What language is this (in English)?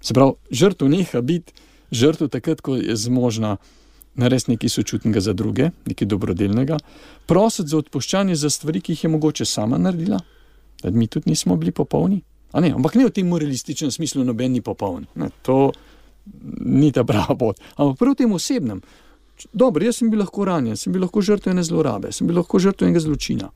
Slovenian